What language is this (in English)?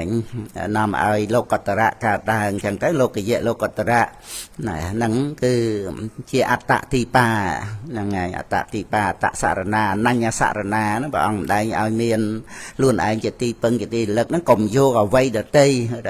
Khmer